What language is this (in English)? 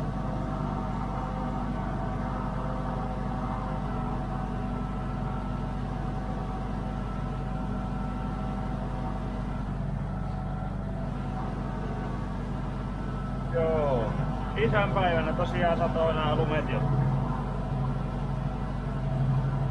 Finnish